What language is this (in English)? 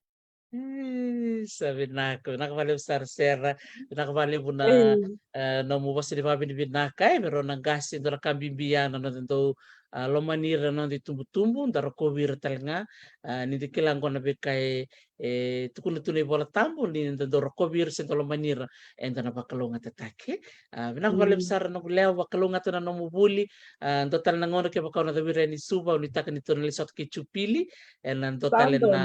Fijian